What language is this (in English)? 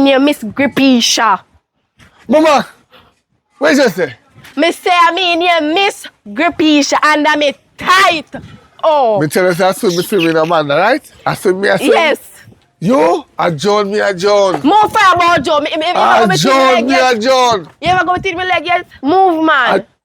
Jamaican Creole English